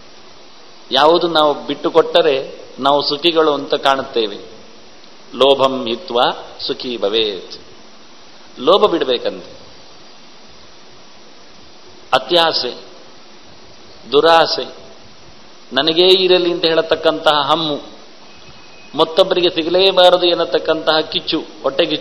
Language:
Kannada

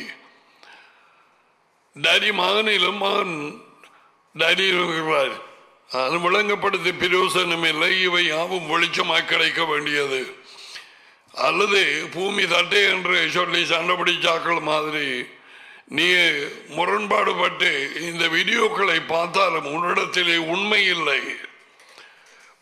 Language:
Tamil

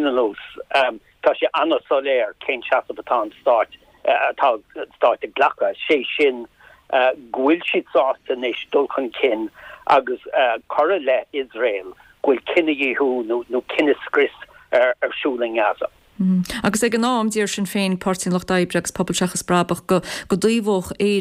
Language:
Irish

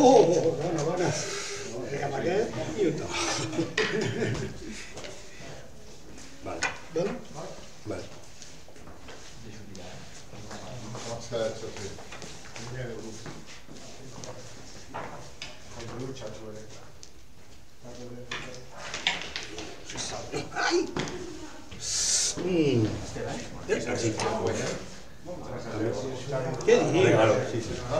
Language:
Catalan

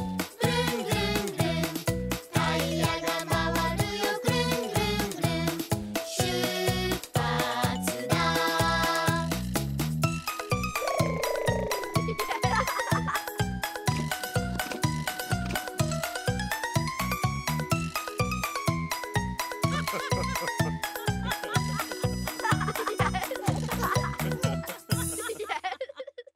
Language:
Japanese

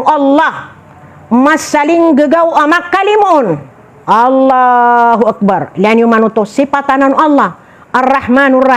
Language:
Maranao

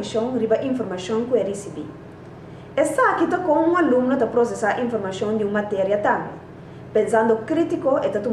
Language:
Papiamento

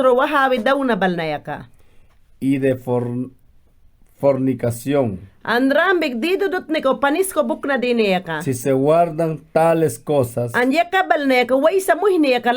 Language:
Mayangna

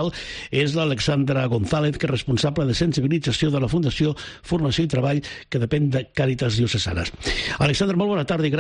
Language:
Catalan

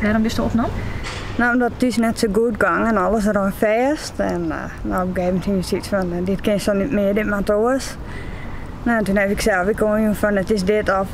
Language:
Western Frisian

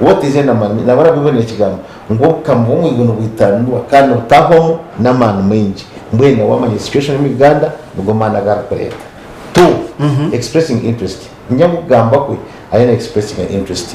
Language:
Nyankole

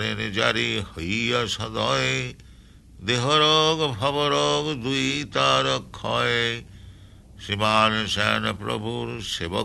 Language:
Bangla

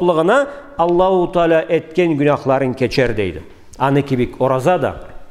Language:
Karachay-Balkar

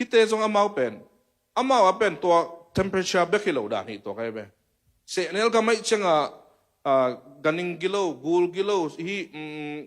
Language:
Tedim Chin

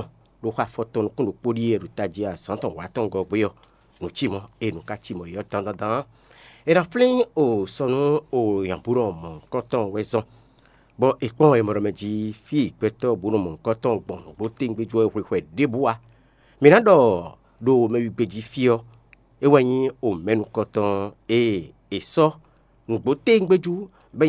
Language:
Fon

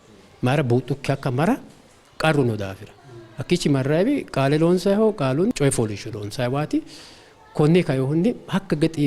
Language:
Sidamo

